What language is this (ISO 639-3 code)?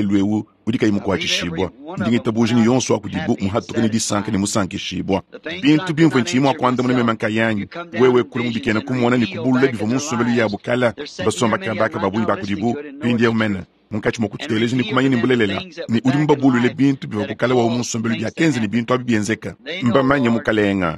lua